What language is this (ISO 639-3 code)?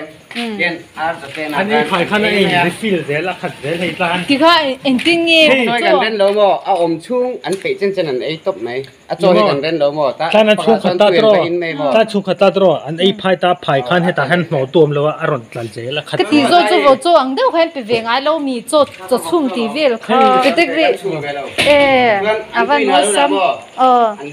lus